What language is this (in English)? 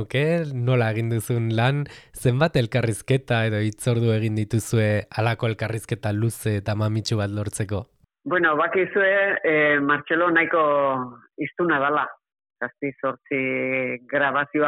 Basque